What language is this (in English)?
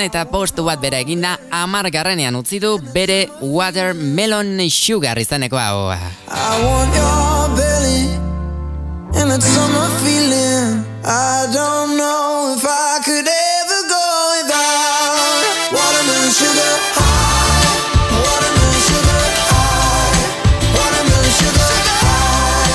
Basque